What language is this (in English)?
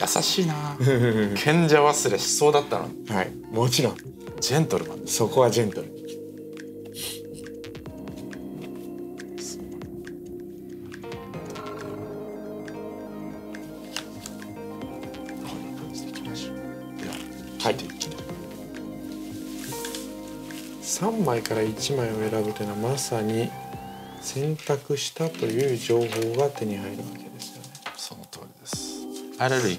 Japanese